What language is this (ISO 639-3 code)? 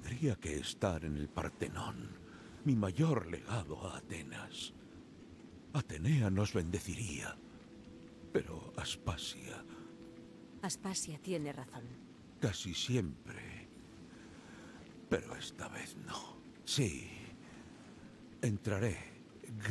spa